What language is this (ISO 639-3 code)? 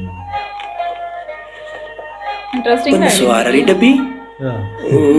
pan